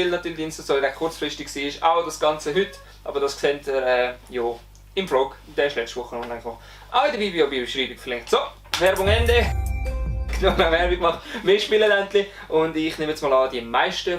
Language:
Swiss German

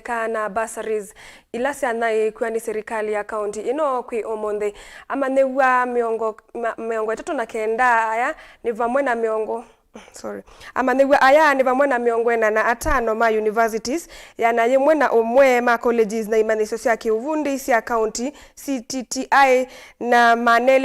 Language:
Kamba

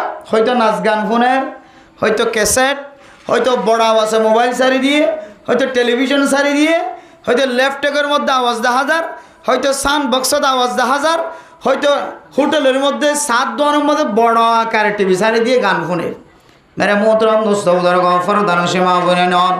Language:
Rohingya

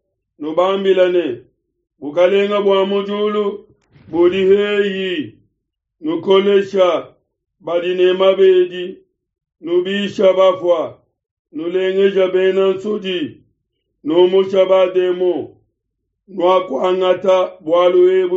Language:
Luba-Lulua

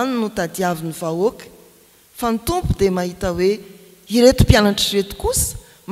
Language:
Malagasy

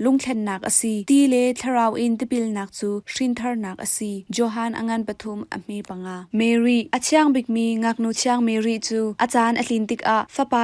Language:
Hakha Chin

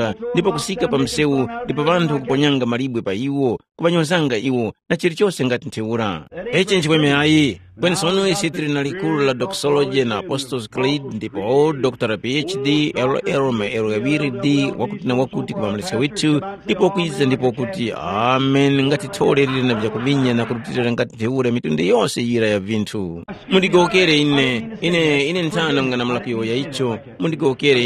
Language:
Tumbuka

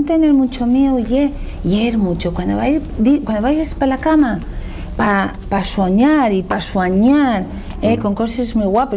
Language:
Asturian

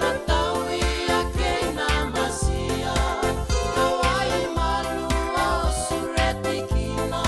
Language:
Fijian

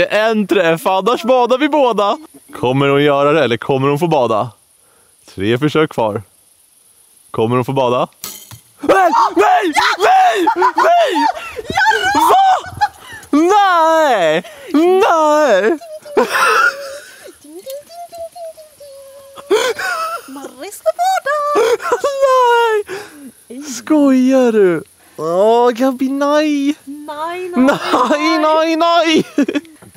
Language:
Swedish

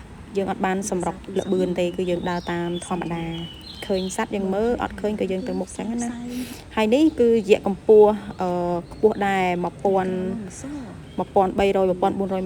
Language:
Khmer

